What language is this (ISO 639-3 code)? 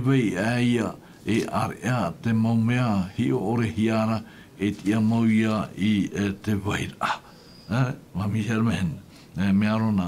tah